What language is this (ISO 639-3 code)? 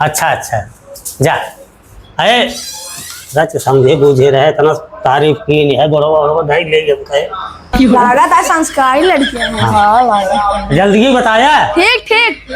awa